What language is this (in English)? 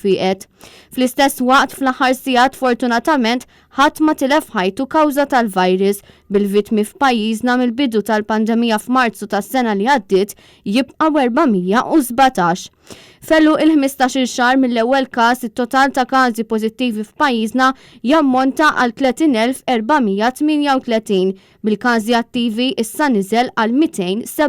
Maltese